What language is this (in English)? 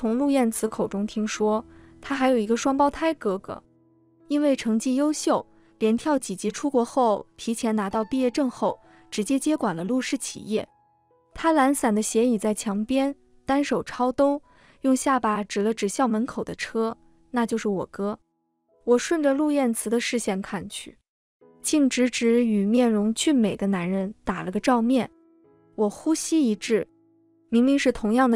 Chinese